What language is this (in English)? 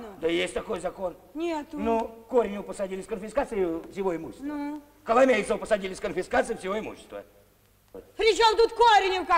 Russian